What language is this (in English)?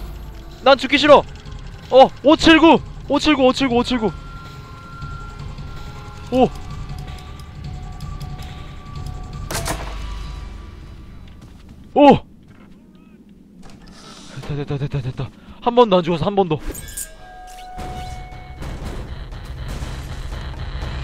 Korean